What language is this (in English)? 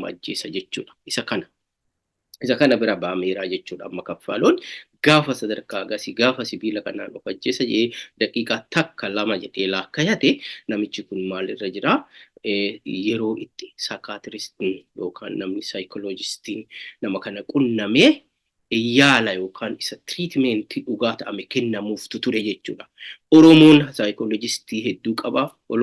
Oromo